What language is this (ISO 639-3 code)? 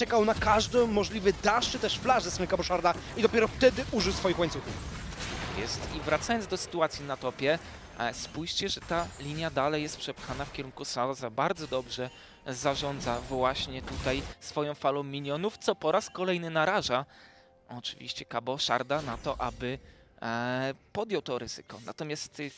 pol